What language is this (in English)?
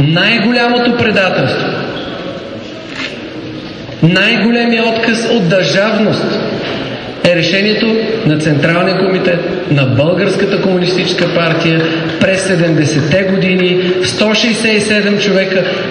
Bulgarian